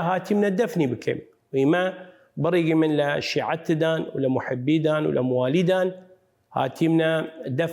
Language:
Southern Kurdish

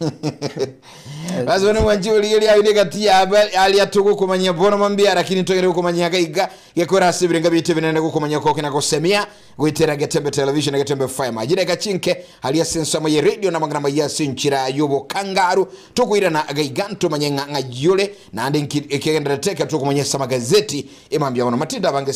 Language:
Gusii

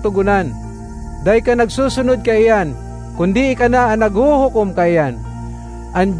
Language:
Bikol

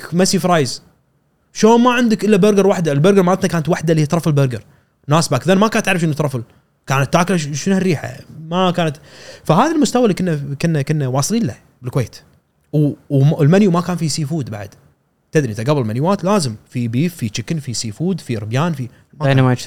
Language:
Gulf Arabic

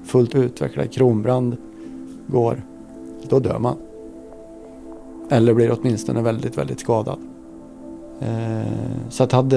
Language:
Swedish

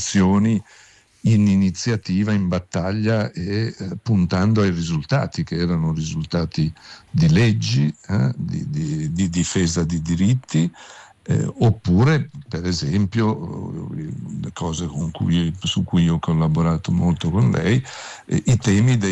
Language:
Italian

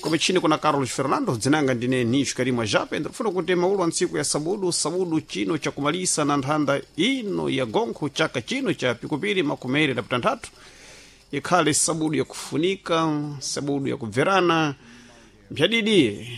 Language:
Sena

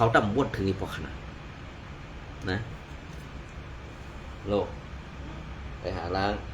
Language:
Shan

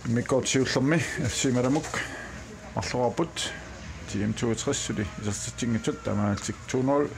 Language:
Kalaallisut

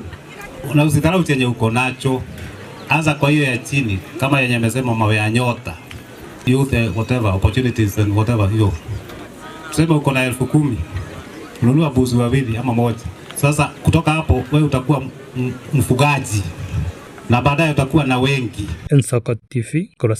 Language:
Gusii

